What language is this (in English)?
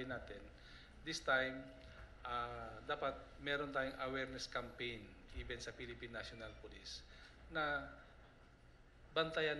Filipino